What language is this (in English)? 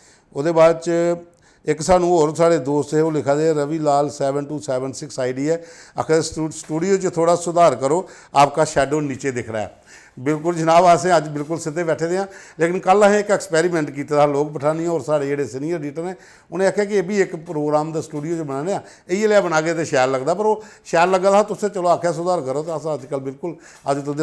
Dogri